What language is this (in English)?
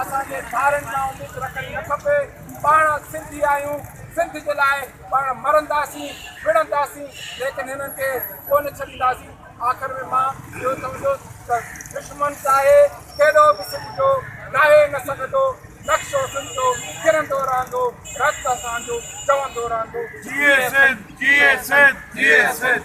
Sindhi